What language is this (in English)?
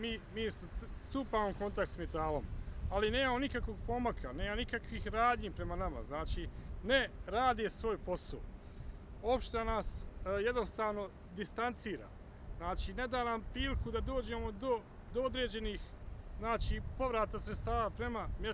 Bosnian